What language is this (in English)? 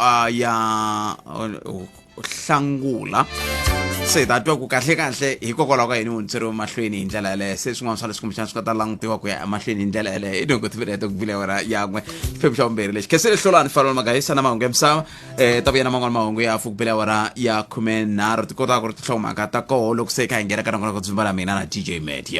Tsonga